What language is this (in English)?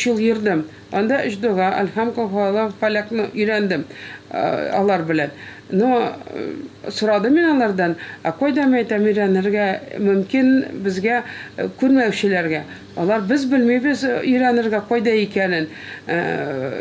Tatar